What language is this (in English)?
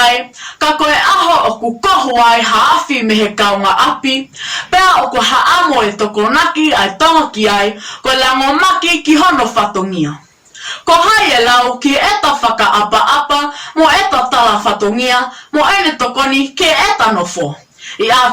Tongan